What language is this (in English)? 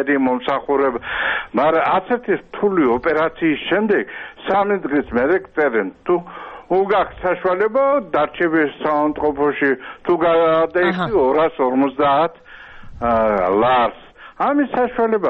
Georgian